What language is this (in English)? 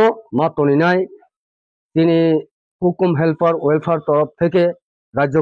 Kok Borok